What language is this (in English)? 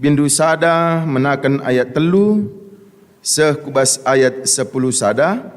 Batak Karo